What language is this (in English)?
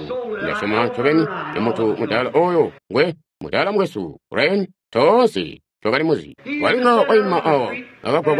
Tonga (Zambia)